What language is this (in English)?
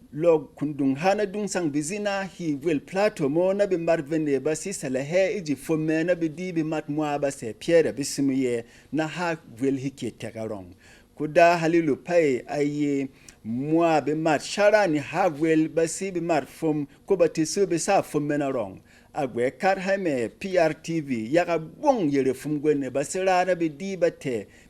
Berom